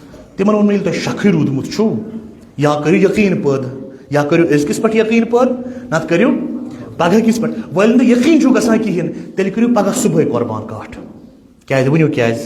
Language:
Kashmiri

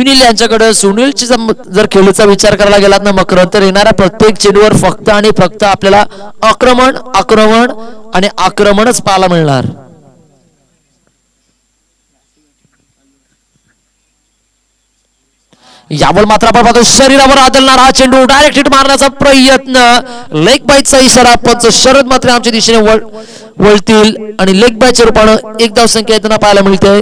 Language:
Marathi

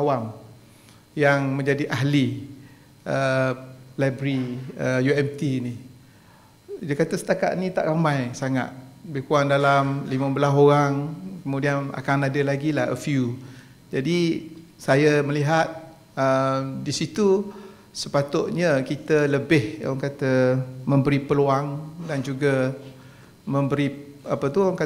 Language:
Malay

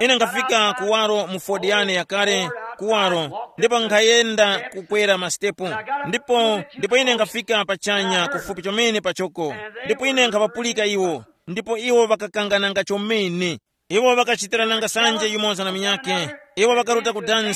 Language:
Tumbuka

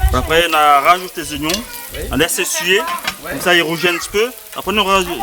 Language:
Réunion Creole French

